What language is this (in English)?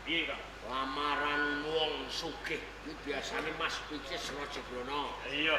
Javanese